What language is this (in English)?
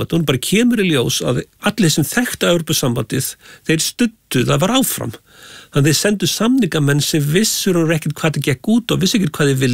Icelandic